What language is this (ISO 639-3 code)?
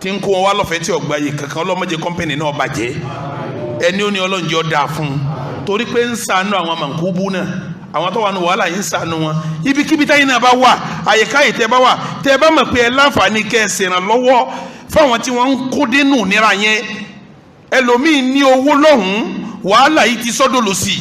yor